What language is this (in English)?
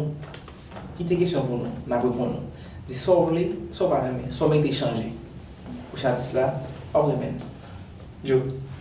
Haitian Creole